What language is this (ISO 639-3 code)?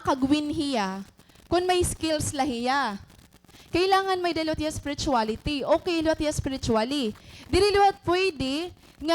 war